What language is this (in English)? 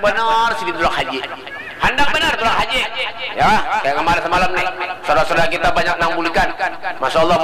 Banjar